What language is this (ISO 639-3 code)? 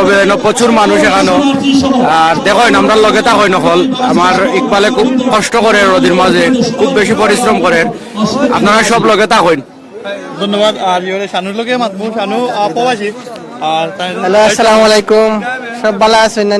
syl